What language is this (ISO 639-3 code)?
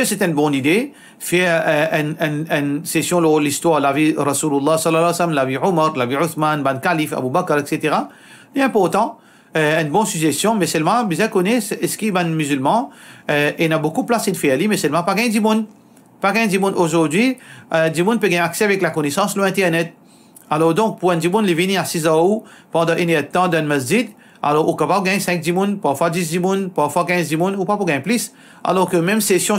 mfe